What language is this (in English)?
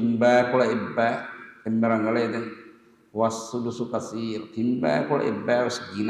Divehi